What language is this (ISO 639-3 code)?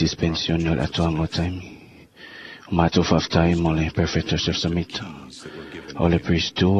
smo